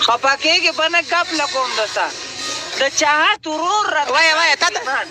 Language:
Pashto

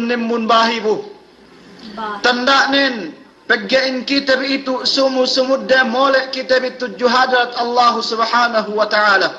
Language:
Yakan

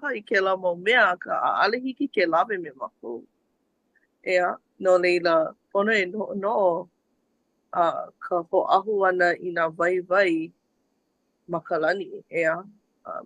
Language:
Hawaiian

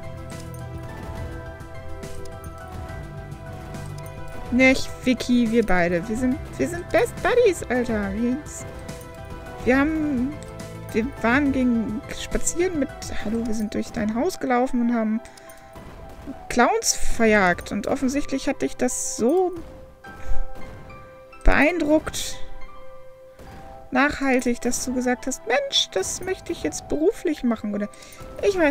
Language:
German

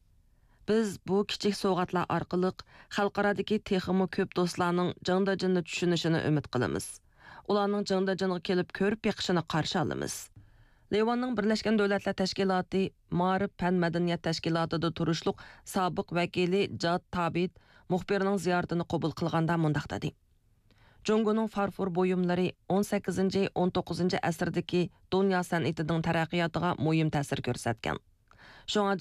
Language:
Uyghur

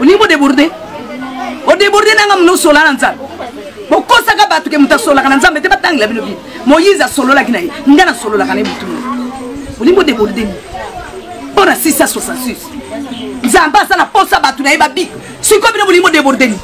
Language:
Lingala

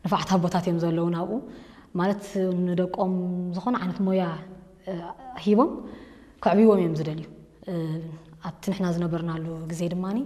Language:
Tigrinya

